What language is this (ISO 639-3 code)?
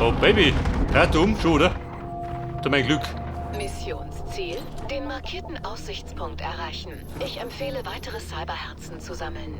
bar